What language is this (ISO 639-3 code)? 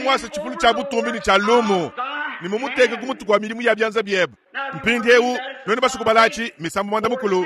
lua